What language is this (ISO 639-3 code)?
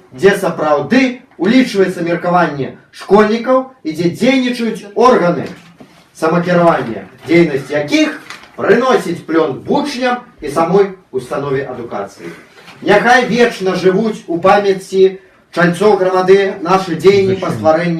bel